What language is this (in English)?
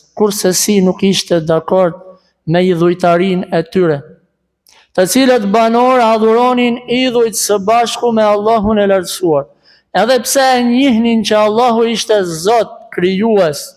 Albanian